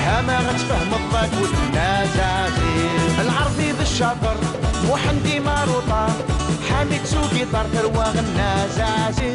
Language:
Kabyle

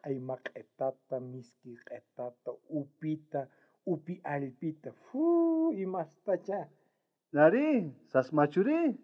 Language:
South Bolivian Quechua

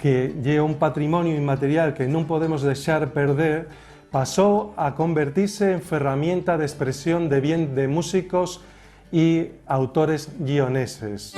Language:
Asturian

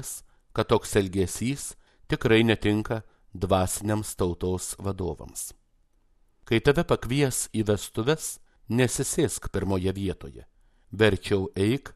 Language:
Lithuanian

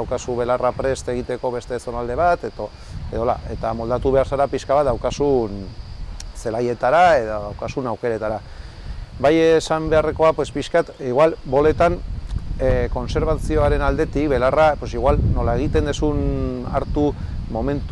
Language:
Basque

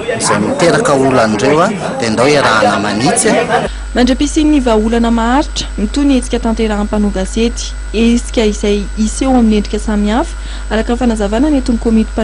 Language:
Malagasy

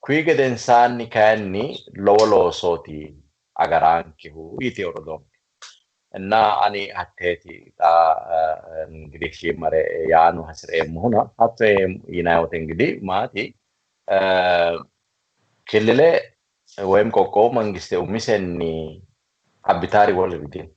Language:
Sidamo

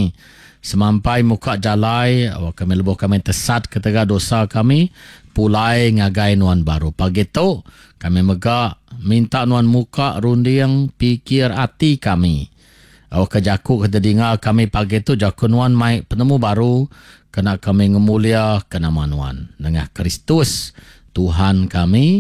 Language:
Iban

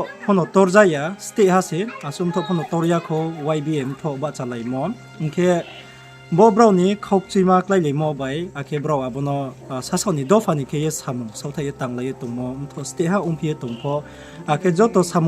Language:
Riang (India)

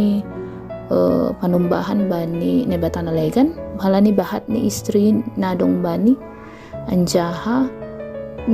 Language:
Batak Simalungun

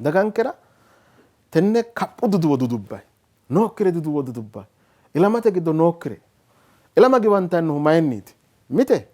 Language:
Sidamo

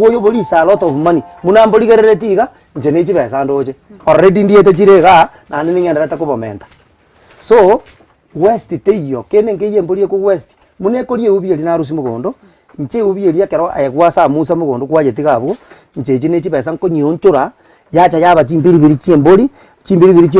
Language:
Gusii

